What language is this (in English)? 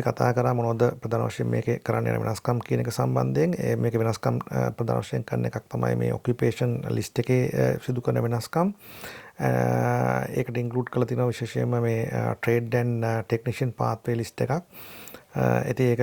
Sinhala